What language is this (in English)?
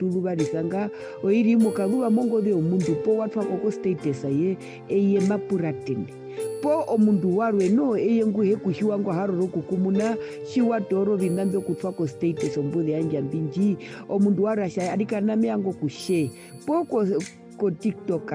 Herero